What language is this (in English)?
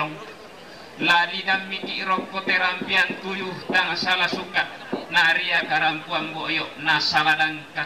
Toraja-Sa'dan